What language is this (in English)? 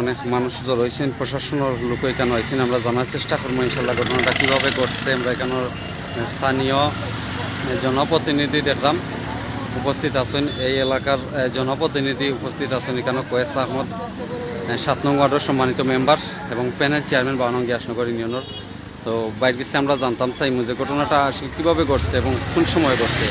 Sylheti